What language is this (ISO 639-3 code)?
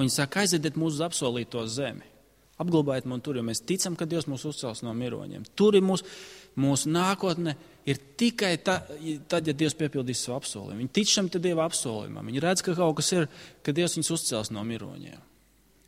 lav